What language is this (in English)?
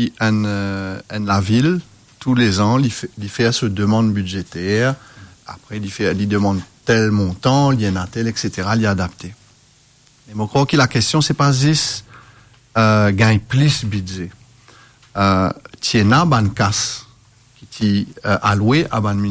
Morisyen